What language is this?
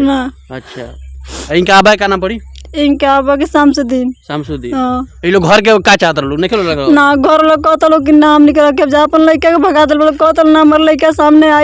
Bhojpuri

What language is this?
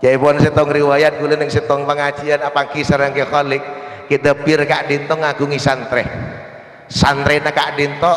Madurese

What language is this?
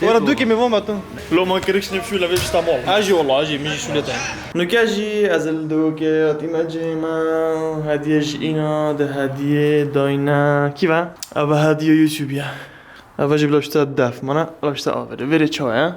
Kurdish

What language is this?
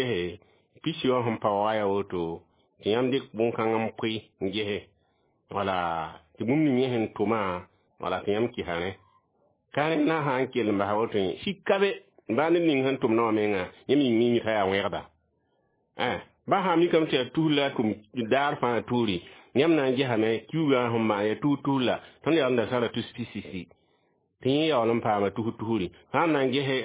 Mossi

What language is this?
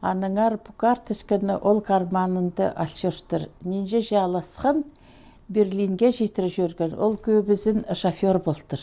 Khakas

